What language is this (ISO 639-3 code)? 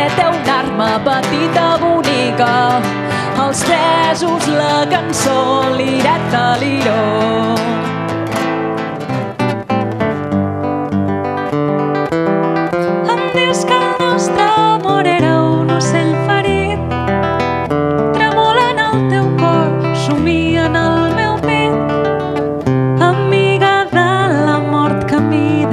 cat